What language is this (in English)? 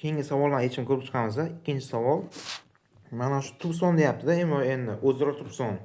Uzbek